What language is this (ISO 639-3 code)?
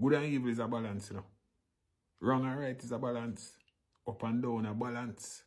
jam